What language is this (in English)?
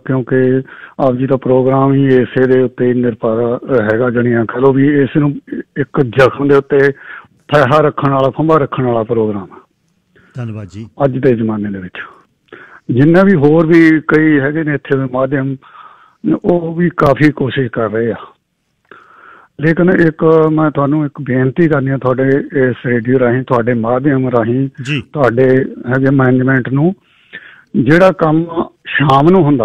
Punjabi